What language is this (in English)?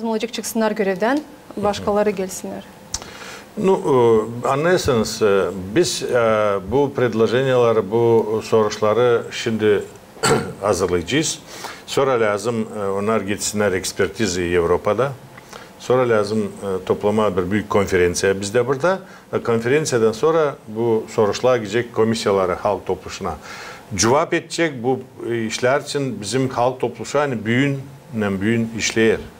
Gagauz